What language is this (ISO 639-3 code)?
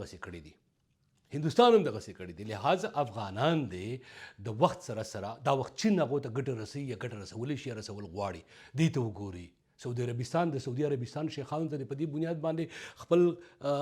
pus